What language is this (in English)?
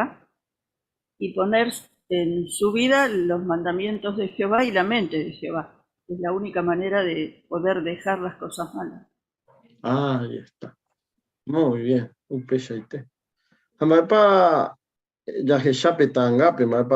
Guarani